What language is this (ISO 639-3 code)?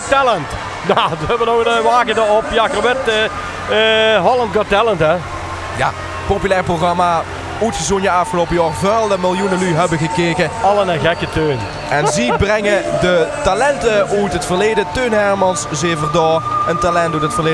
lim